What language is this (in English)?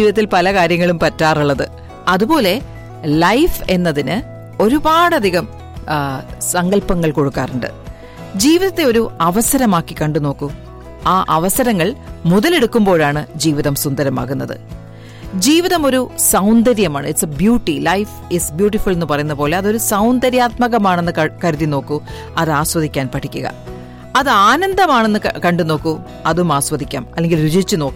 Malayalam